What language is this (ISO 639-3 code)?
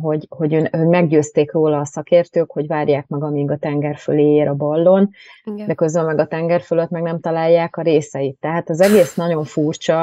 hun